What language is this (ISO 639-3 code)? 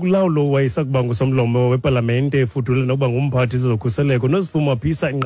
xho